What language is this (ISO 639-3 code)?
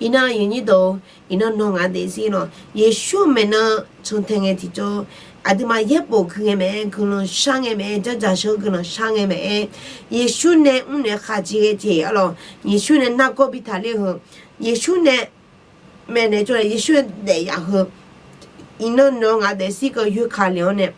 ahk